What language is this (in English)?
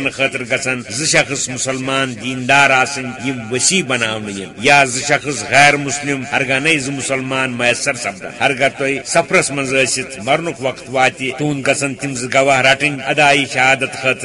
Kashmiri